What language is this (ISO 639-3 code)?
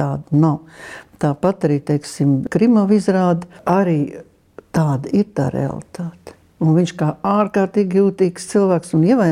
lav